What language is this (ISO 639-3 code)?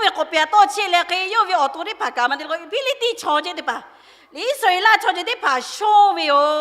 lhu